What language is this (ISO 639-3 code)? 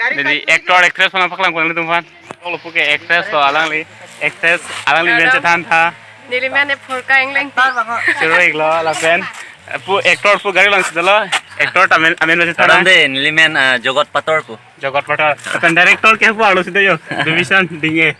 mjw